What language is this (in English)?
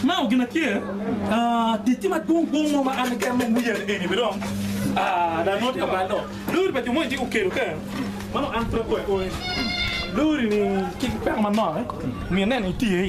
Acoli